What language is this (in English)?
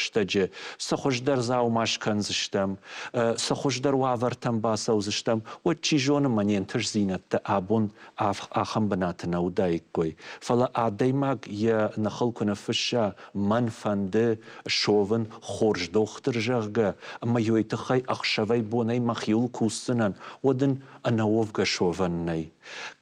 Ossetic